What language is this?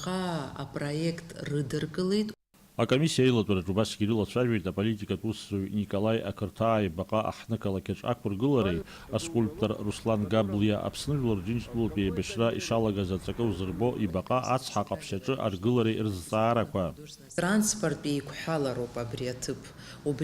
Abkhazian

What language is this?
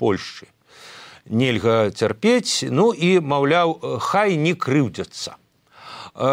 Belarusian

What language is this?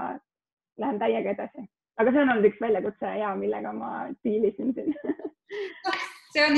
Estonian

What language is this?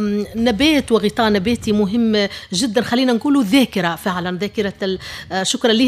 Tunisian Arabic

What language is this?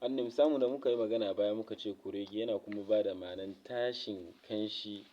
Hausa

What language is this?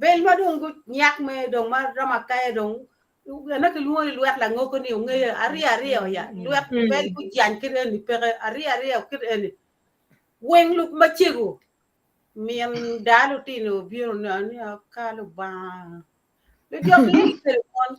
Acoli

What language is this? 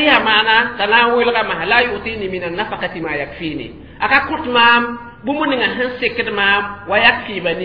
Mossi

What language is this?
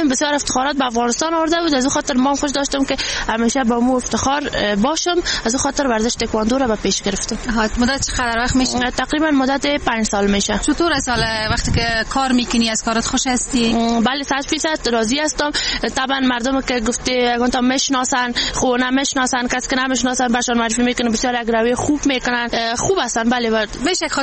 Persian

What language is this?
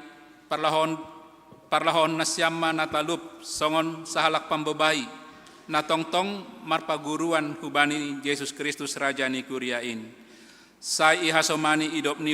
Batak Simalungun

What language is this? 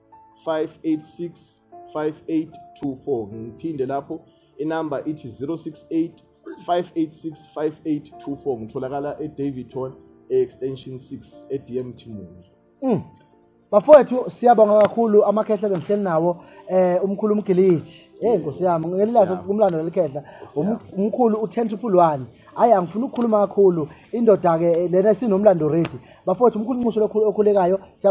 Zulu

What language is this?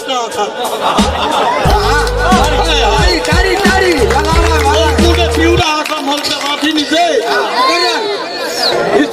Saraiki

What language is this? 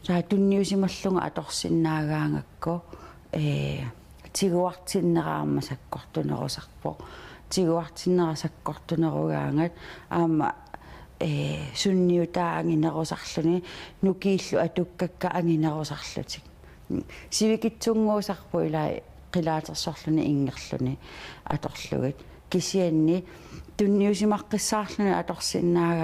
Kalaallisut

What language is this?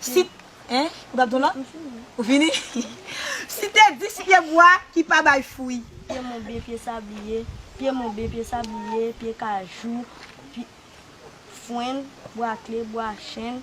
Haitian Creole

